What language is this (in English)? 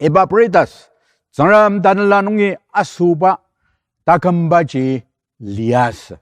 Ao Naga